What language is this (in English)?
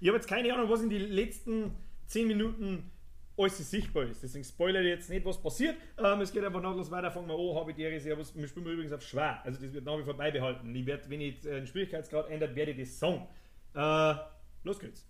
Bavarian